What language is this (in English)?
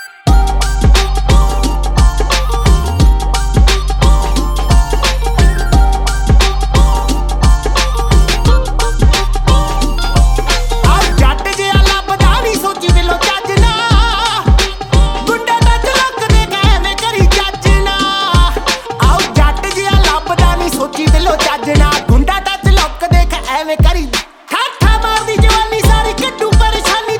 Punjabi